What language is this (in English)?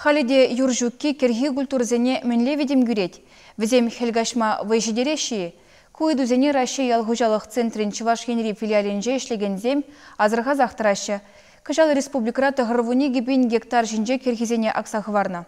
Chuvash